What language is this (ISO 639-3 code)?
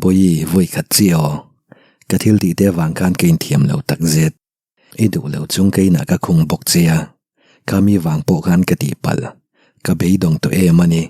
lus